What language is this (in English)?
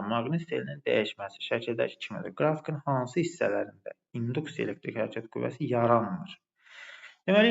Azerbaijani